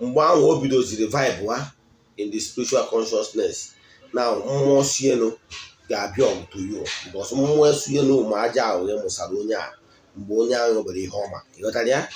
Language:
Igbo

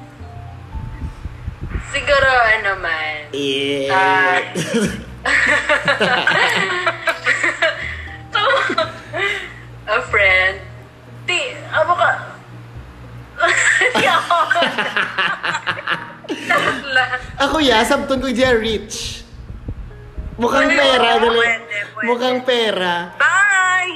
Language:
Filipino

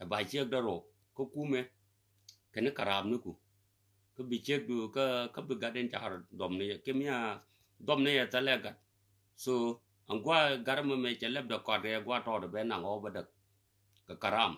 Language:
Nuer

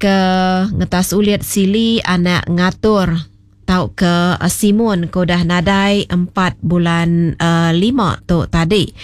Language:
Iban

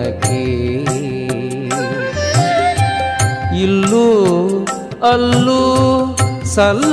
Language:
Kannada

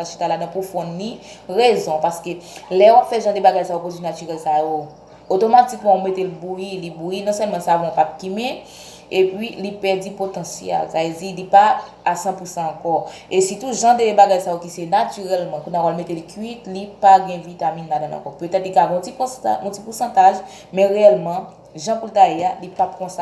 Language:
Haitian Creole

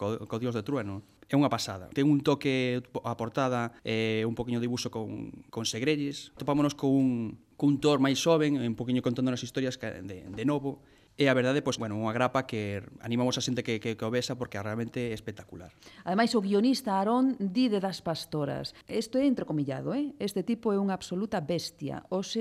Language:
Galician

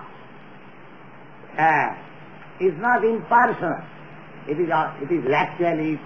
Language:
English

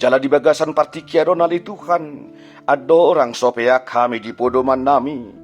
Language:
Batak Toba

